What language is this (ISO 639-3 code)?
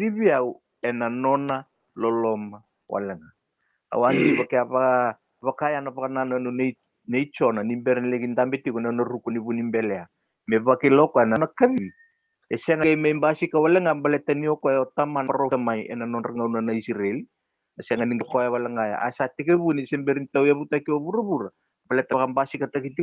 fij